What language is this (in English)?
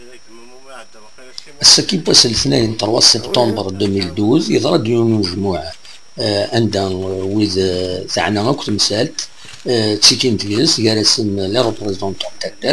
Kabyle